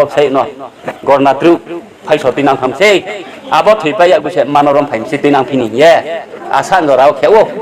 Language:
Riang (India)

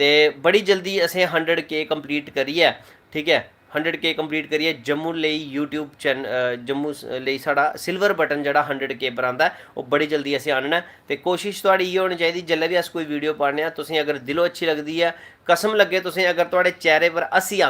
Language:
Dogri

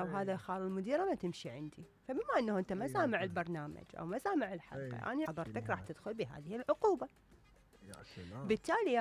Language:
Mesopotamian Arabic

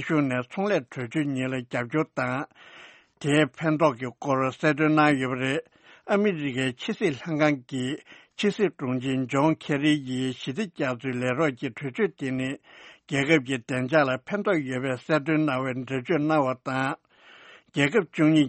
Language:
Tibetan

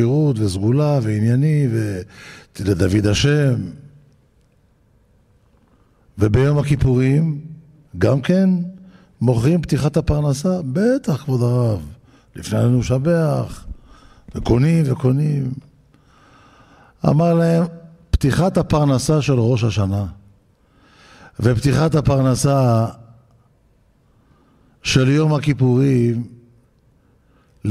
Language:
Hebrew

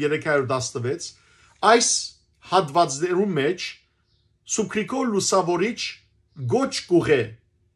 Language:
Western Armenian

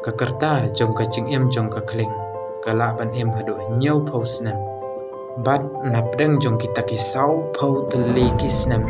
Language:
Khasi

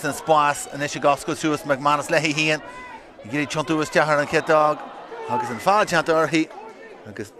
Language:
Irish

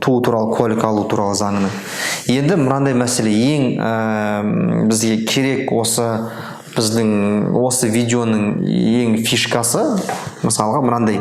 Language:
Kazakh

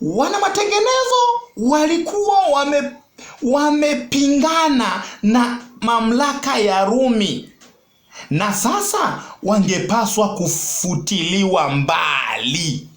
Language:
Swahili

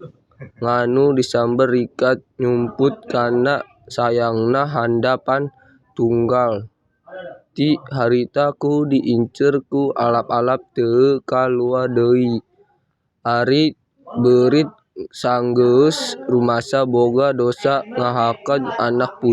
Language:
Sundanese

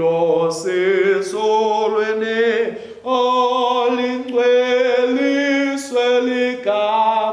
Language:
Swati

